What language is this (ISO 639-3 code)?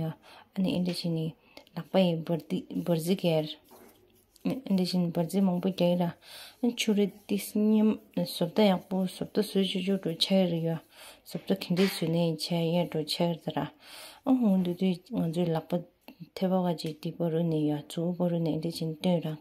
bod